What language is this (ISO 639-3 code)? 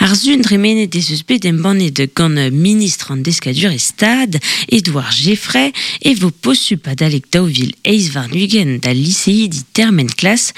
bre